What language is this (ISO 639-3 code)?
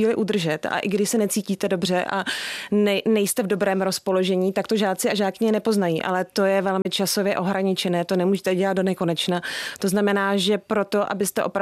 ces